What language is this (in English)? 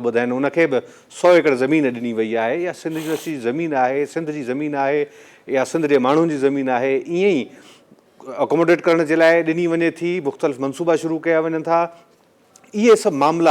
Sindhi